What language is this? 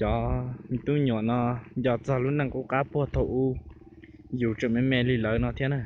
Hmong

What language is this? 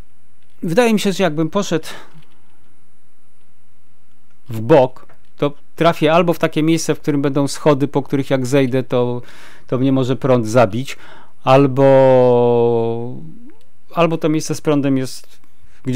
Polish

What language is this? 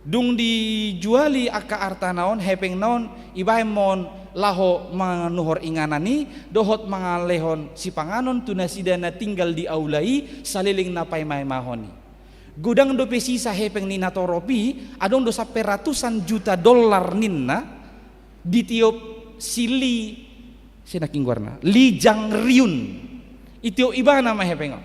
Batak Toba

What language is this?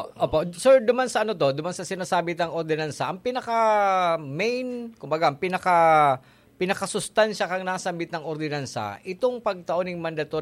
Bikol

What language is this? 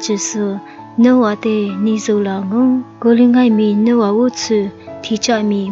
Lisu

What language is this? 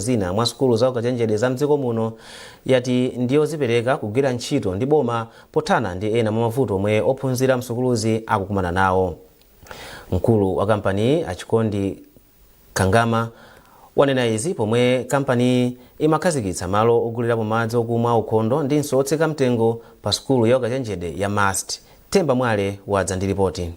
Nyanja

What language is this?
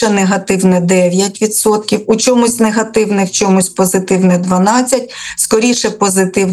Ukrainian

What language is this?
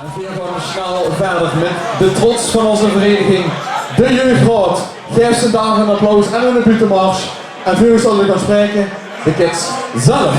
Limburgish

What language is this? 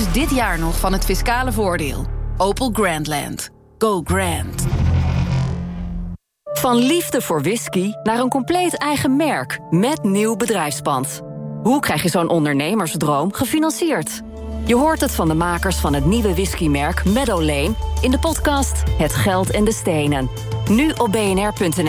Dutch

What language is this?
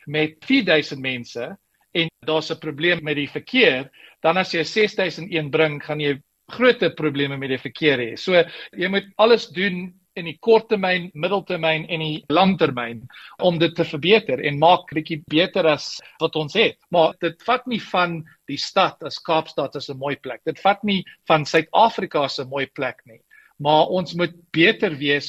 Afrikaans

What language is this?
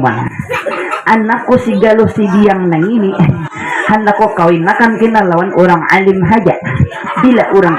Banjar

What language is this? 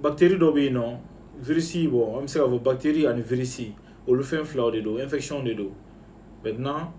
Bambara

